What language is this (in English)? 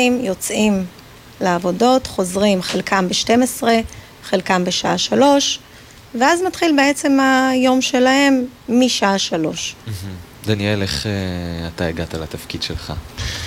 Hebrew